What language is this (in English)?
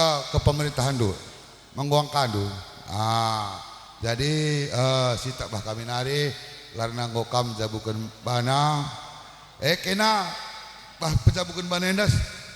Batak Karo